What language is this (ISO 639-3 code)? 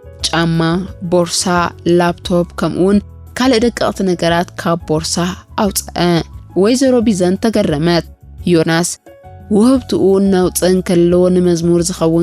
tir